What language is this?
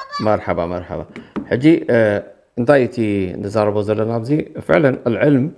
Tigrinya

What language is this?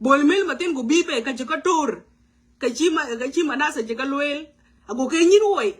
Nuer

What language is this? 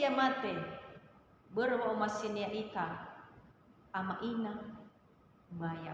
Nias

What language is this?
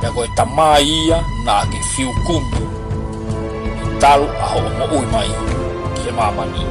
Tongan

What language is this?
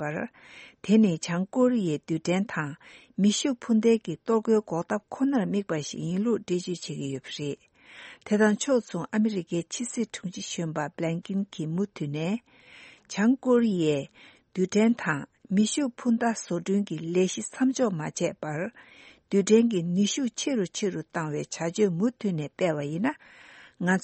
Tibetan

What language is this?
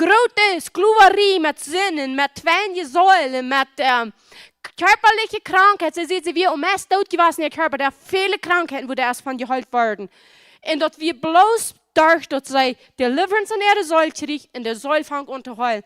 Plautdietsch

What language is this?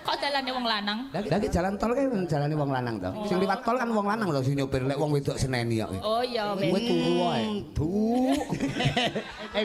Javanese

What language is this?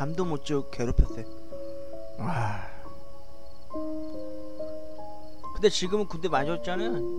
Korean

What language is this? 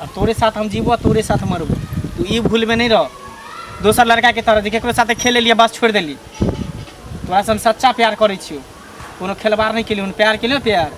Maithili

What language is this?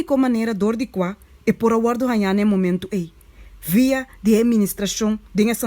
Papiamento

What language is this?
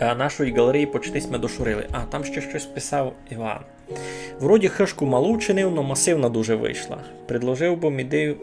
Rusyn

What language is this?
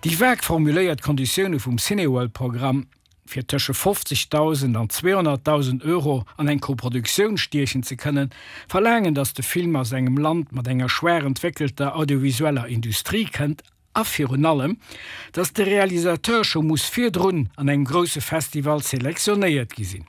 Luxembourgish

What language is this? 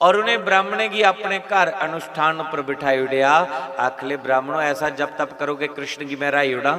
Dogri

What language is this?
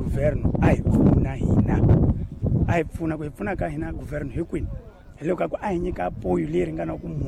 Tsonga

